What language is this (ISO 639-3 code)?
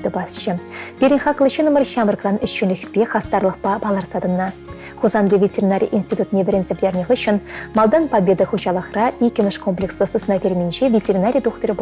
chv